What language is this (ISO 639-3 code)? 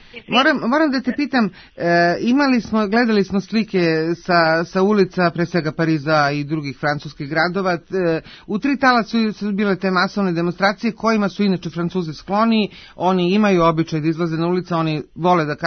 srp